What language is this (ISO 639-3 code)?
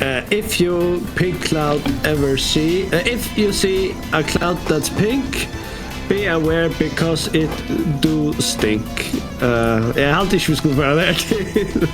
fao